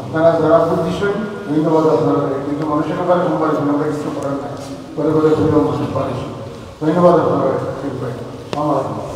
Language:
Sylheti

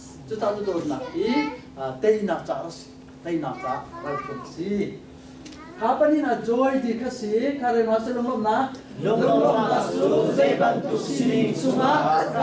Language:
Hakha Chin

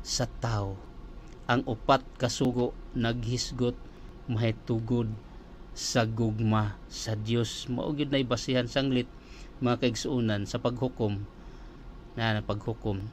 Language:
Cebuano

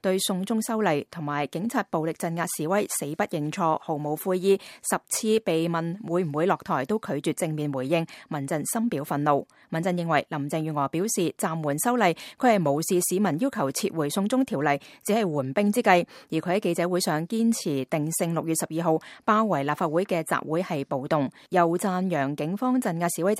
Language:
Cantonese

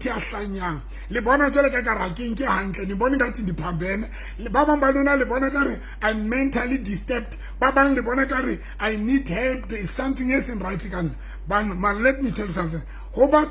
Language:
Southern Sotho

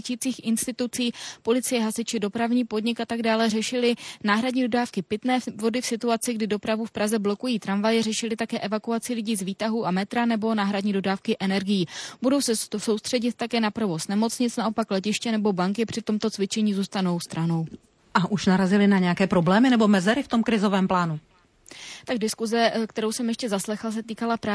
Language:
Czech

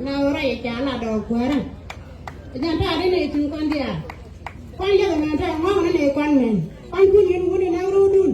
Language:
Nuer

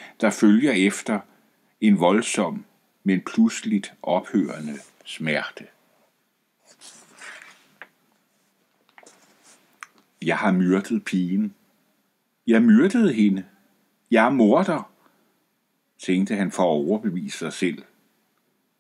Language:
Danish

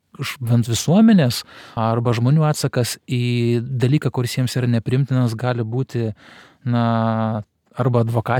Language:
Lithuanian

